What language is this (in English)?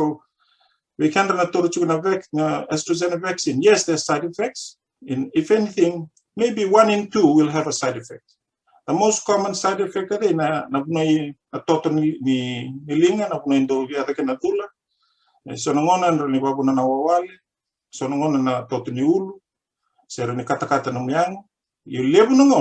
Fijian